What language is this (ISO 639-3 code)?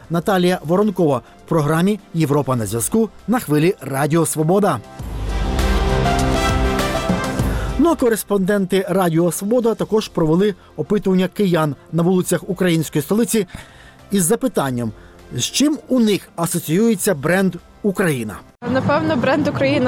ukr